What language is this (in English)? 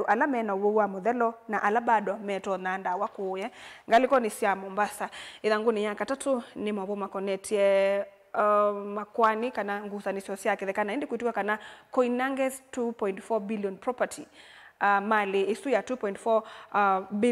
Kamba